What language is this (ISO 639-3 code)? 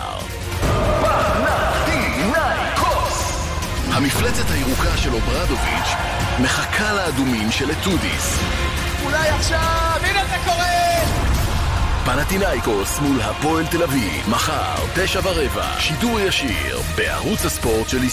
heb